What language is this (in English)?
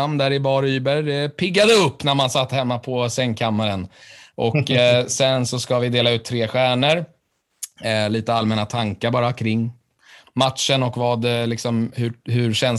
Swedish